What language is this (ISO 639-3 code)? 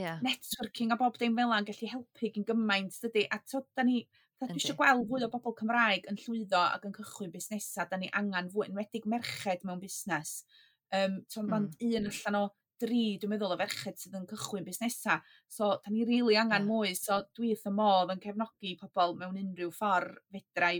cym